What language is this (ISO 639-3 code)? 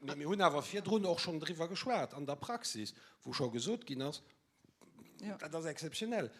ltz